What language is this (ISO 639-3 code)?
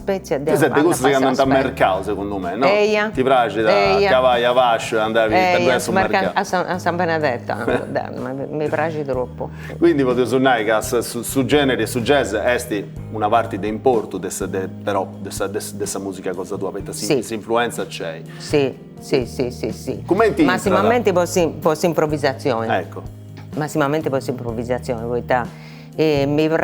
srd